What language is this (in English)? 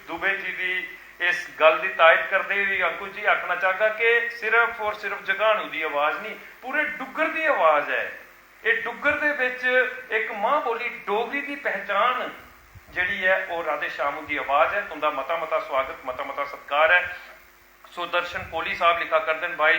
Dogri